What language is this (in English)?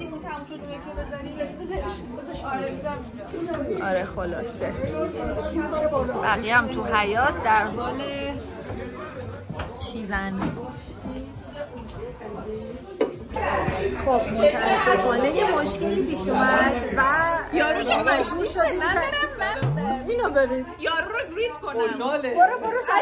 Persian